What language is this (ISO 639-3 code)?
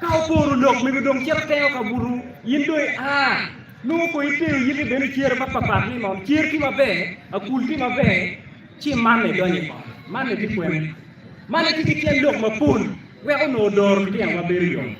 ach